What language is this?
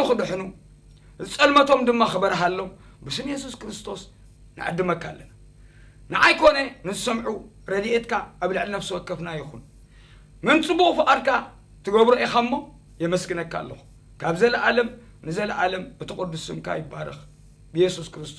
Tigrinya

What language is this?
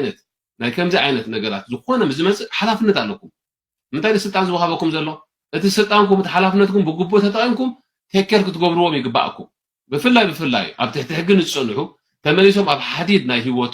Tigrinya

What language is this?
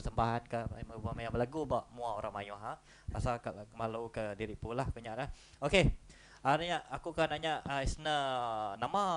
Iban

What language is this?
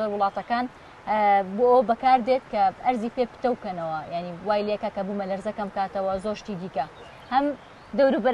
Central Kurdish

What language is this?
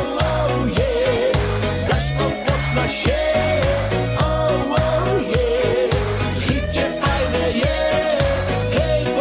Silesian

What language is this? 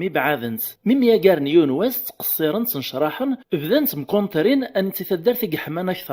Kabyle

